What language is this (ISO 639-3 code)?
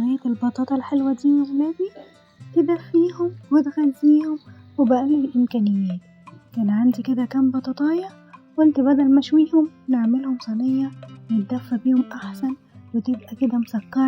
arz